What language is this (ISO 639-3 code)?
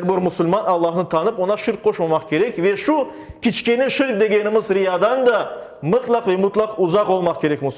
crh